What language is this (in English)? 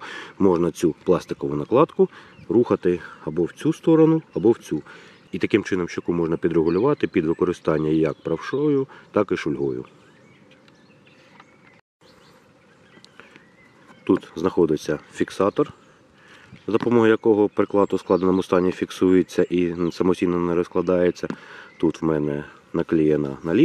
Ukrainian